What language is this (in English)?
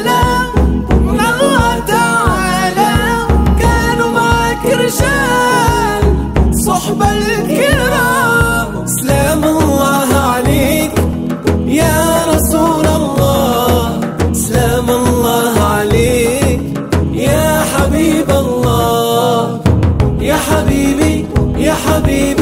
Arabic